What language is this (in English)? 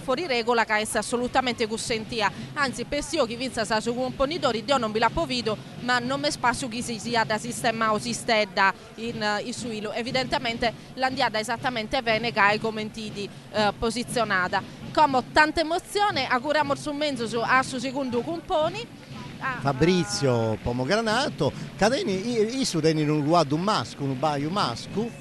Sardinian